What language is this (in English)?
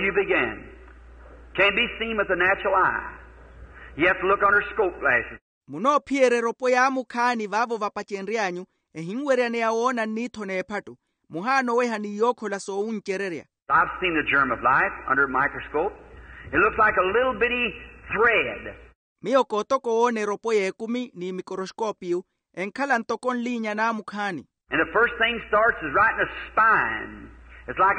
Makhuwa